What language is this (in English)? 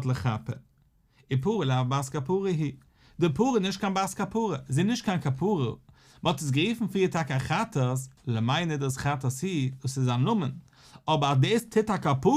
Yiddish